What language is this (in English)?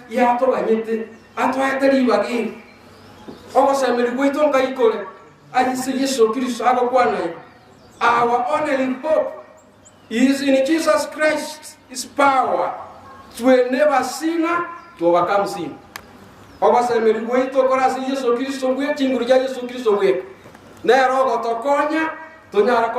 Gusii